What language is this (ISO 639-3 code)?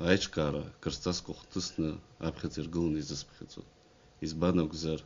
abk